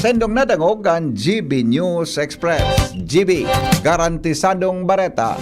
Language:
Bikol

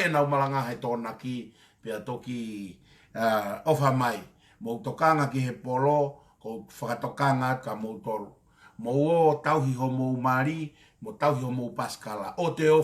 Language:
Tongan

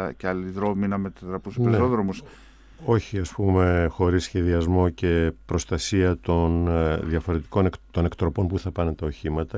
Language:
Greek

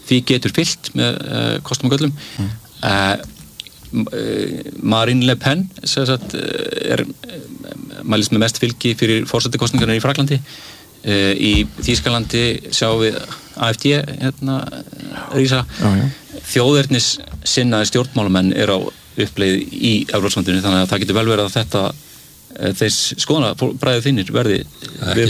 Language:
Icelandic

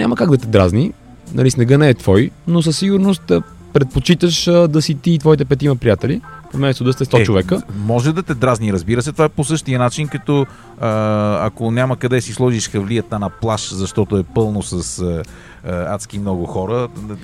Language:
Bulgarian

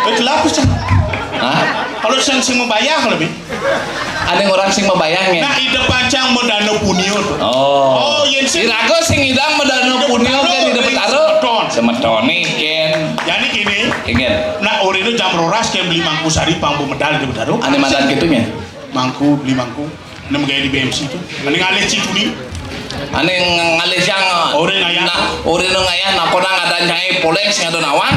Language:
Balinese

